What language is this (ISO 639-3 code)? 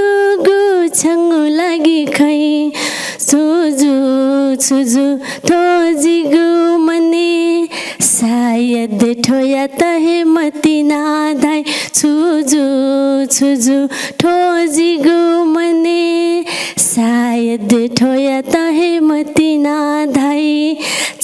new